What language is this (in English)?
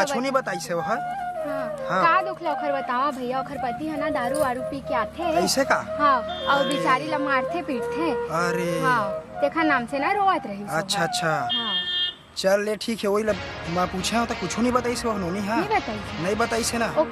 Chhattisgarhi